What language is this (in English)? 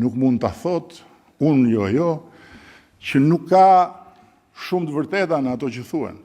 Albanian